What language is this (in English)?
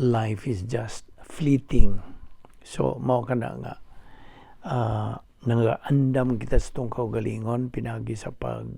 Cebuano